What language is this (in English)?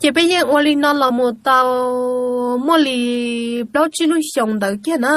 Hmong